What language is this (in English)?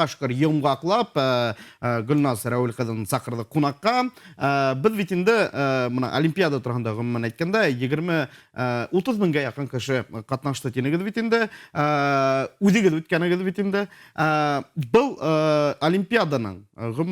Bashkir